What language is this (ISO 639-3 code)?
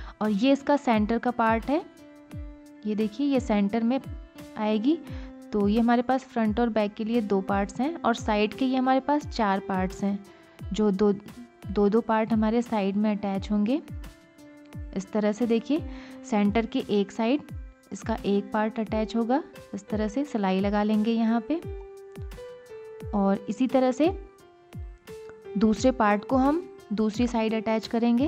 hin